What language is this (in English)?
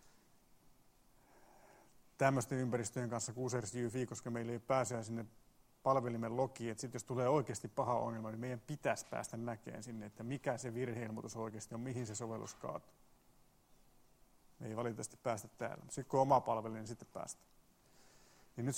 Finnish